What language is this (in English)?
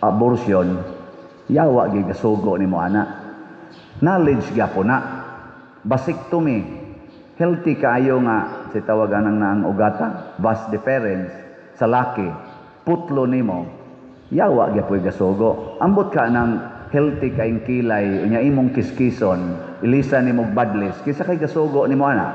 Cebuano